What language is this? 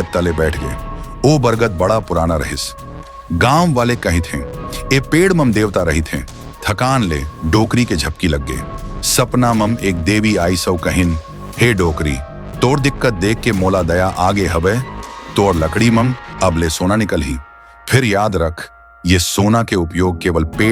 Chhattisgarhi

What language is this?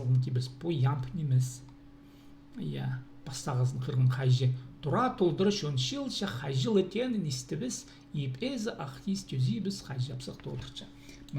Khakas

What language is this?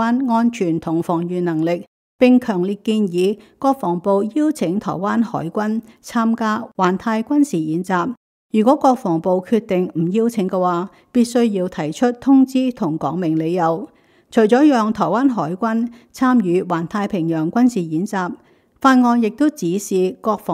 Cantonese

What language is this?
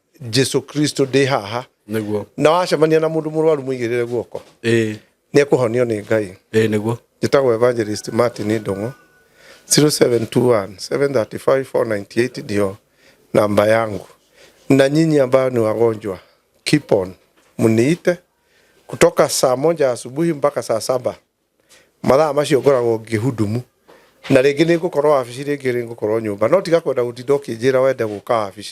Kikuyu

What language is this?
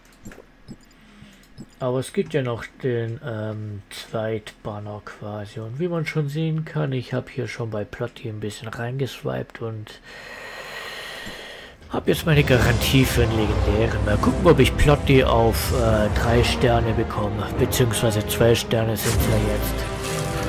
German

